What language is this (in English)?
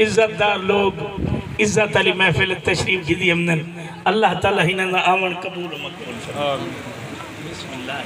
Saraiki